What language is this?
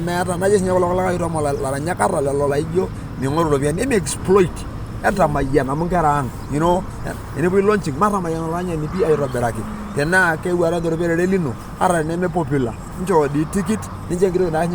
Masai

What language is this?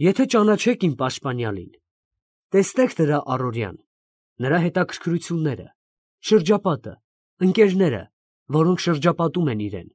Armenian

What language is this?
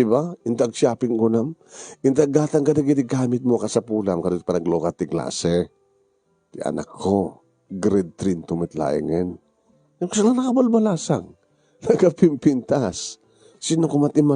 Iloko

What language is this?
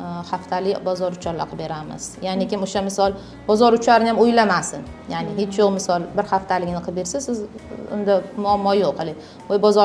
Uzbek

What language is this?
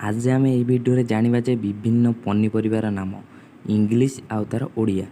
Odia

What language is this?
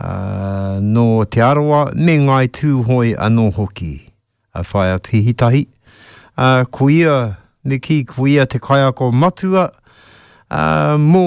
Māori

